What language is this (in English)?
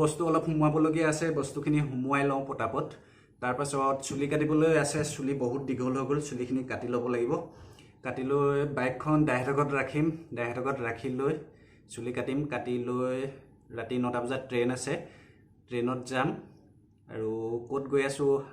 Assamese